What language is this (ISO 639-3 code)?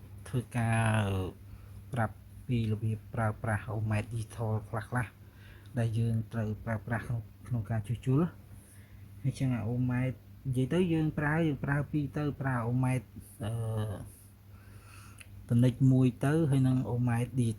khm